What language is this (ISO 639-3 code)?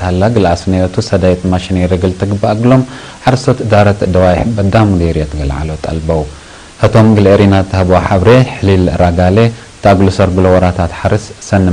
tig